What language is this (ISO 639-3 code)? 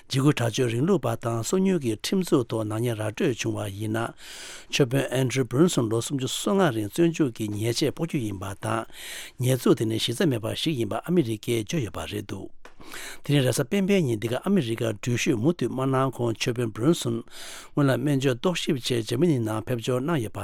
bod